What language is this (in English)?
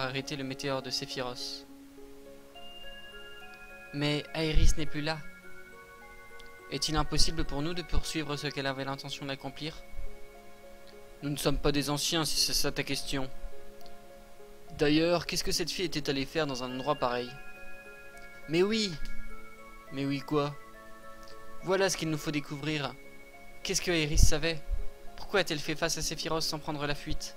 French